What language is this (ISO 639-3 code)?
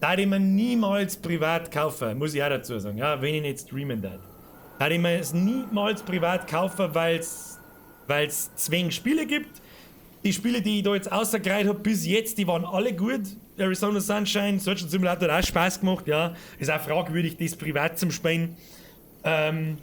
bar